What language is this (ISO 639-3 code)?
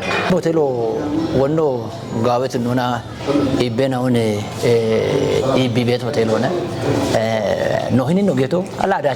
kbr